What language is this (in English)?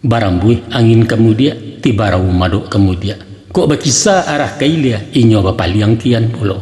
Minangkabau